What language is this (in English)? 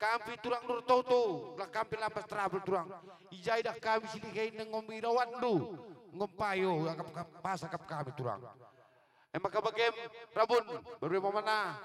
Batak Karo